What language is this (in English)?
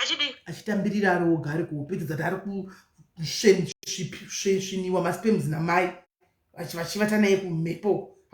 Shona